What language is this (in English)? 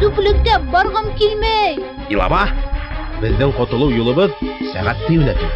Bashkir